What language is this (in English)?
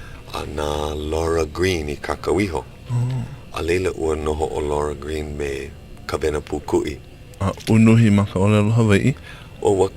Hawaiian